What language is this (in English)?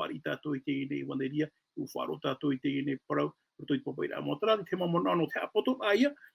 Tahitian